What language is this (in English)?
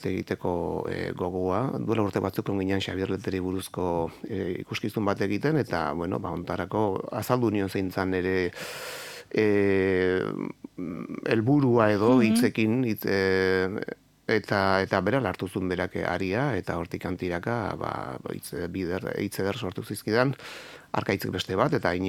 Basque